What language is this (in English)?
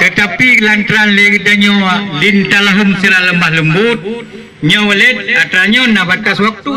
Achinese